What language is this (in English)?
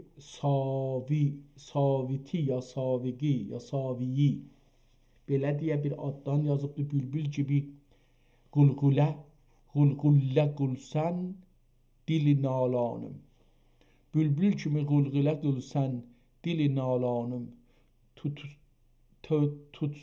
South Azerbaijani